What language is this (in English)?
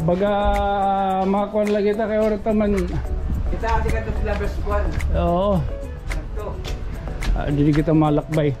Waray